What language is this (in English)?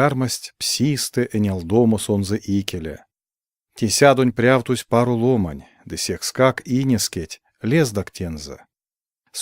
Erzya